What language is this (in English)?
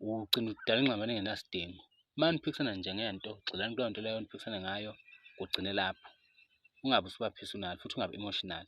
Zulu